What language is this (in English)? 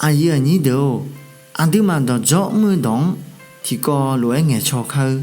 Akha